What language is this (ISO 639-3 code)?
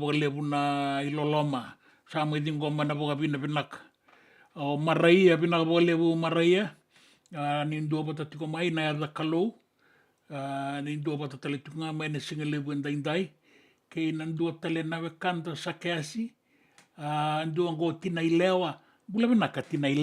fij